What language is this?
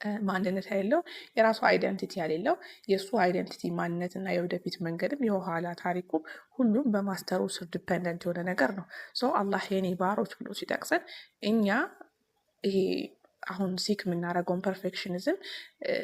Amharic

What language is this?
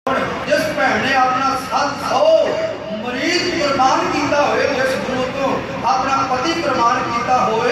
Punjabi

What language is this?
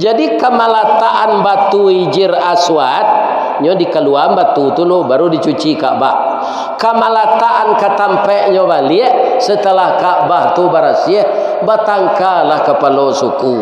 Minangkabau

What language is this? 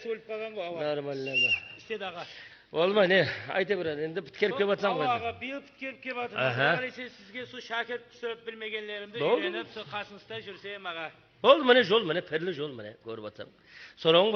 Kara-Kalpak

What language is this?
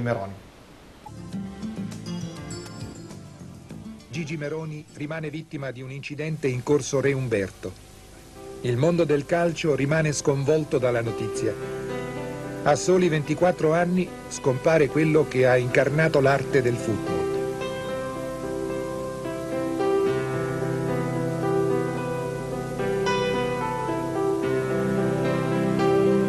Italian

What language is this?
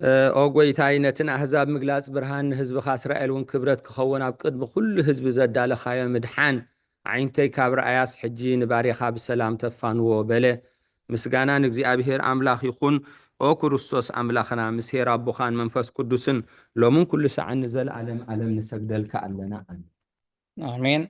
Tigrinya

